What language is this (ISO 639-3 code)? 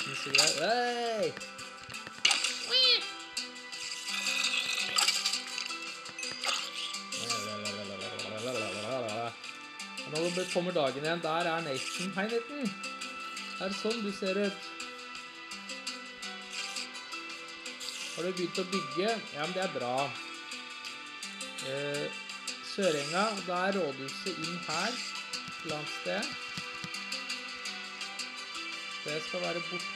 nor